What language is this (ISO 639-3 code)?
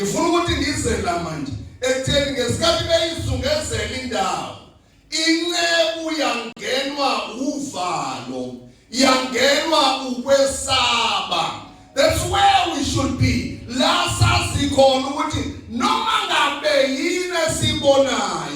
zul